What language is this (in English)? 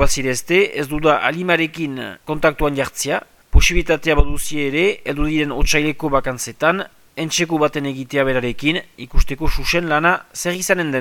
Basque